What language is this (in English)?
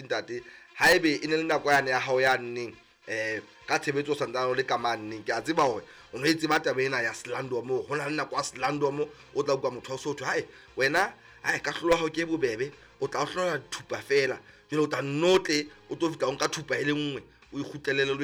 Southern Sotho